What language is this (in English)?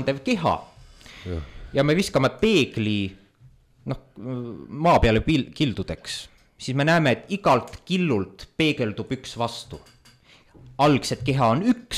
Estonian